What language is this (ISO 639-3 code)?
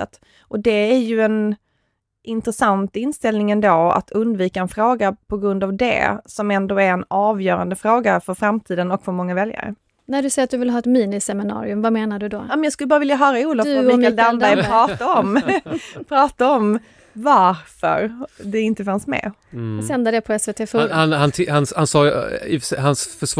swe